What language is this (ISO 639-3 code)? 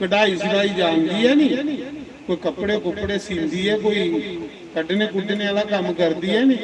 doi